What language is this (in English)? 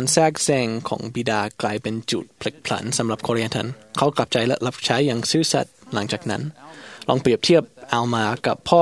Thai